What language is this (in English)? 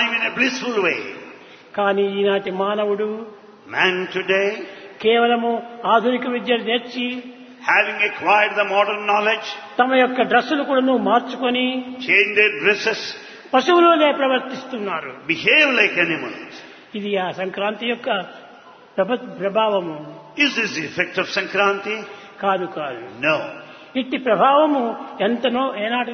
Telugu